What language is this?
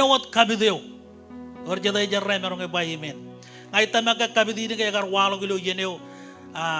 Marshallese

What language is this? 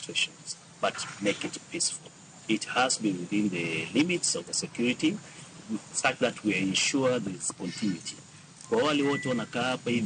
Luo (Kenya and Tanzania)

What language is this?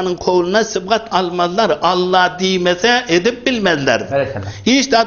Turkmen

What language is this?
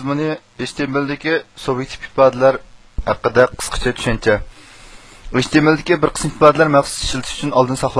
Uyghur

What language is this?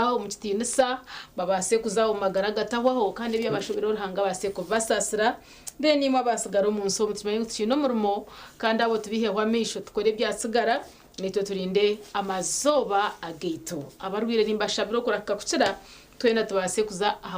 Nyankole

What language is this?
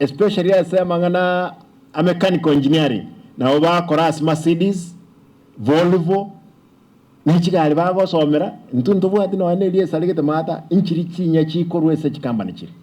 Gusii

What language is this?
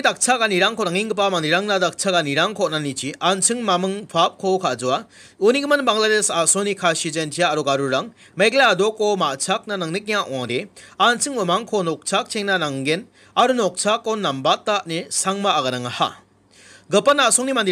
Garo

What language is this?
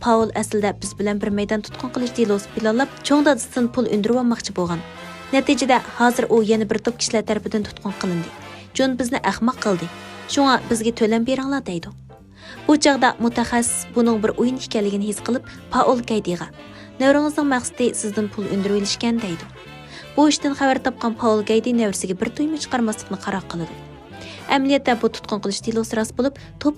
Uyghur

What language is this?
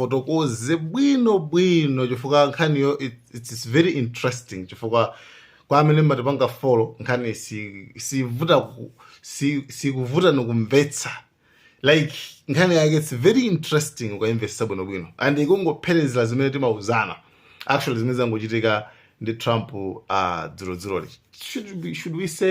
Nyanja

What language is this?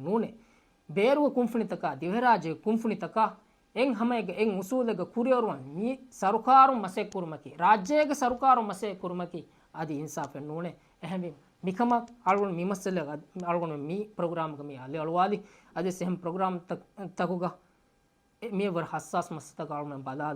Divehi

